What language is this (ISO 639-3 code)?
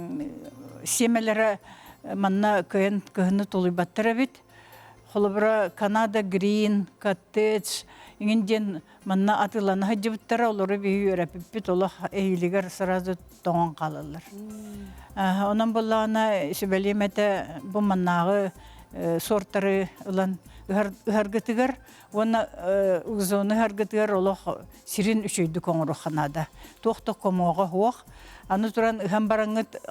sah